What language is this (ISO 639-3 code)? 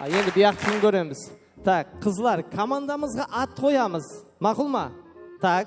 kaa